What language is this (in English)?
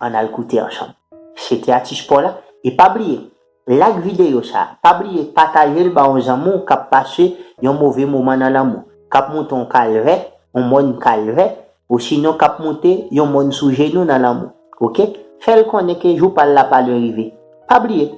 Haitian Creole